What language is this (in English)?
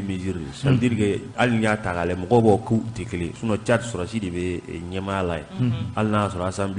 Bambara